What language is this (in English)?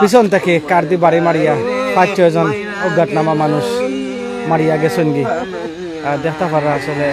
Sylheti